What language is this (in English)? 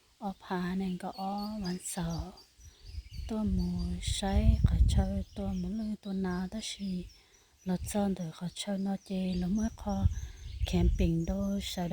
Hmong